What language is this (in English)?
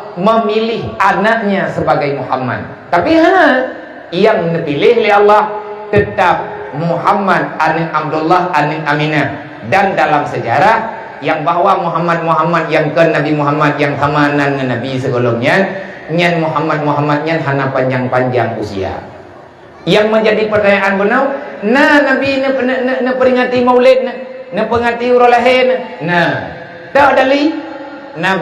Achinese